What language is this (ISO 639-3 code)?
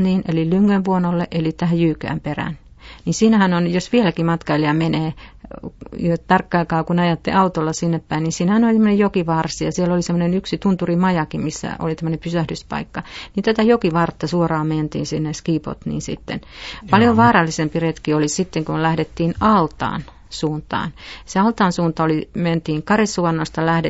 fin